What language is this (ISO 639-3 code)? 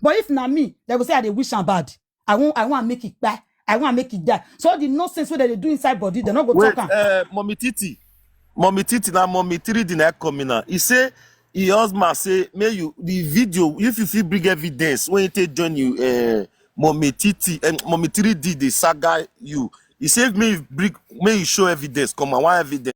pcm